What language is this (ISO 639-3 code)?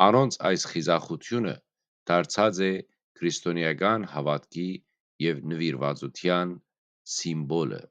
hyw